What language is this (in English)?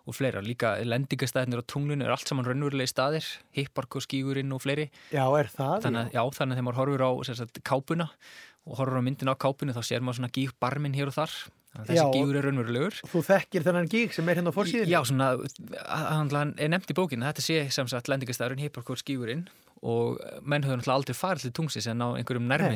Icelandic